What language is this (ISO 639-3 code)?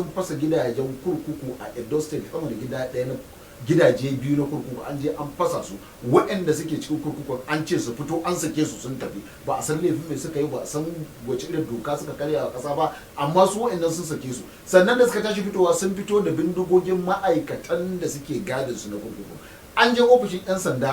hau